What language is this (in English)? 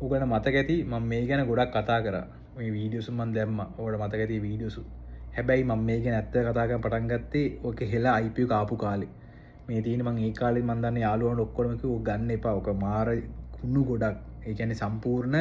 Sinhala